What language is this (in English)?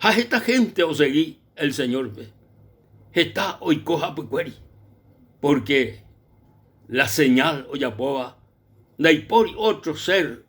Guarani